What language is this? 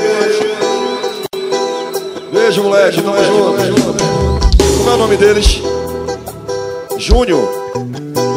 Portuguese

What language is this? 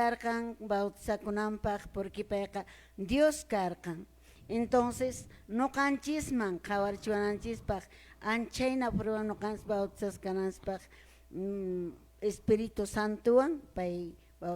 Quechua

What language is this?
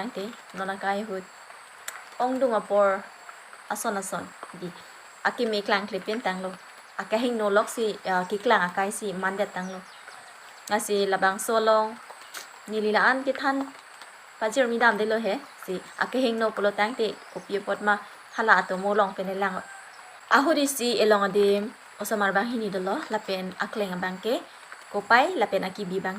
Karbi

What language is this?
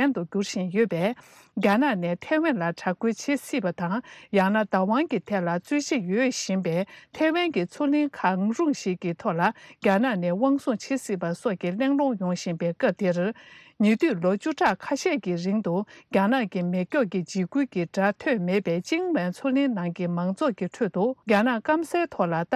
Tibetan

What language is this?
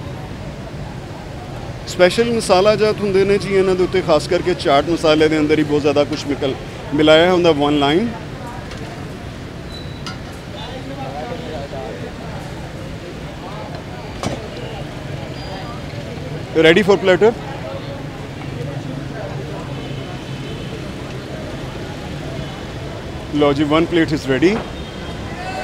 Punjabi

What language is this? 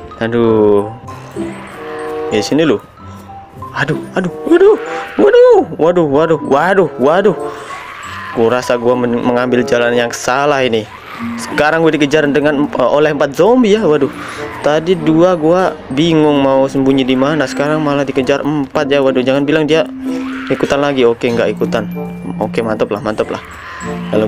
Indonesian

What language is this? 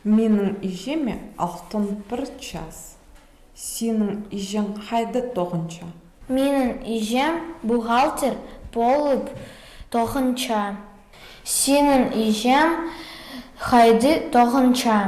Khakas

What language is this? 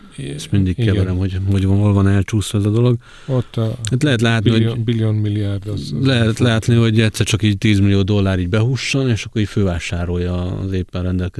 Hungarian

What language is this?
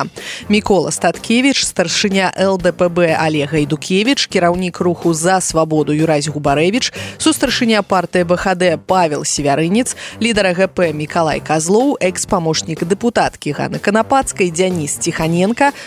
Belarusian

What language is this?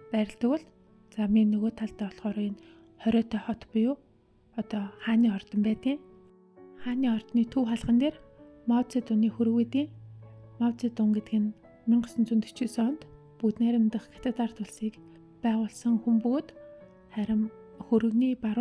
Mongolian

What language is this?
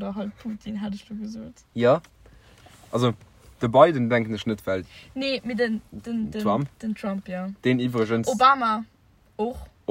Luxembourgish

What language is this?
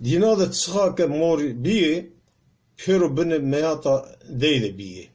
Zaza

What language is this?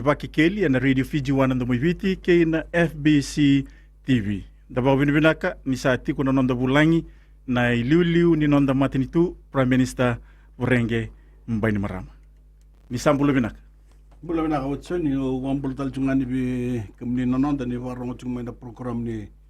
Fijian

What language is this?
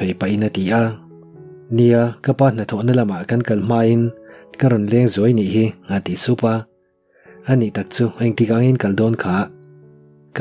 Mizo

